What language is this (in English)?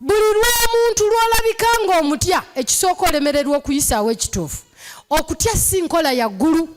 Ganda